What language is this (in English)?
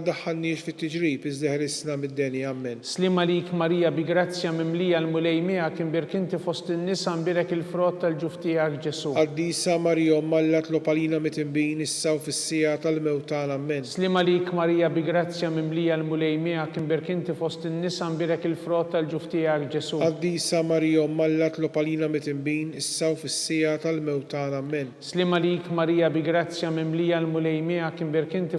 Maltese